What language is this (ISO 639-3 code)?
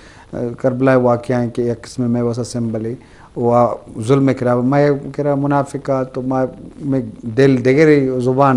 bgp